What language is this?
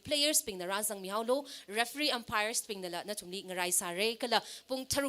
Tangkhul Naga (India)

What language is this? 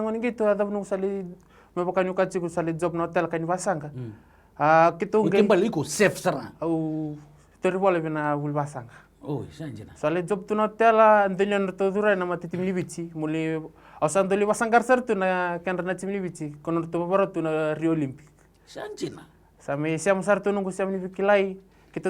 Fijian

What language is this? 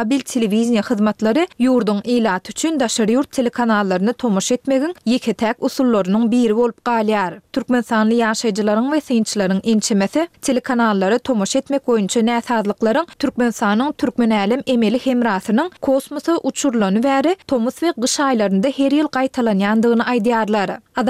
Turkmen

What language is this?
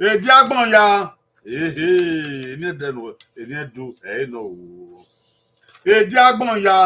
Bini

